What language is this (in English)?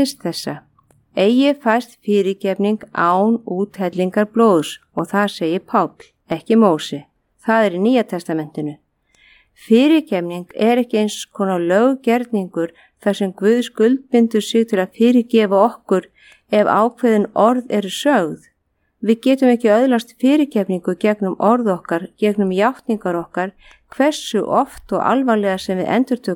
Icelandic